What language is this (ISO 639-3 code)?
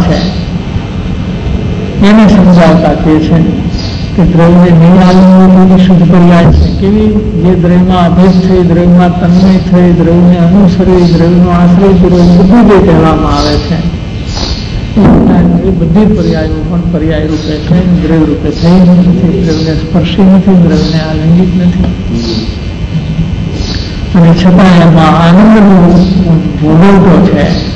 guj